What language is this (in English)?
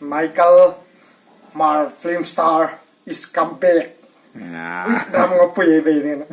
Hmar